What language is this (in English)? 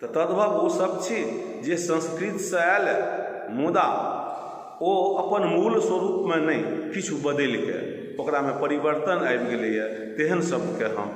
Maithili